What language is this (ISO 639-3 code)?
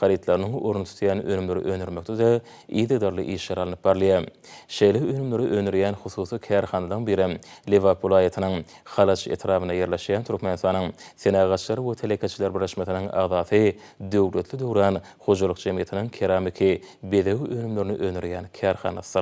tuk